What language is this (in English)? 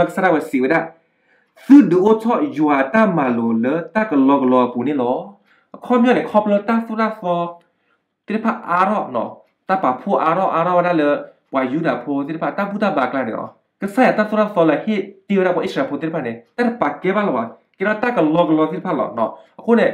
S'gaw Karen